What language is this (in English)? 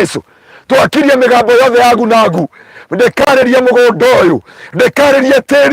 Kikuyu